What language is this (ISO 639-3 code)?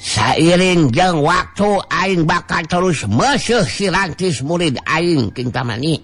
sun